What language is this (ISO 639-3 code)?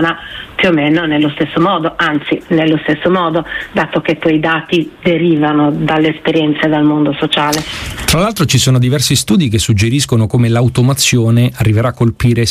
ita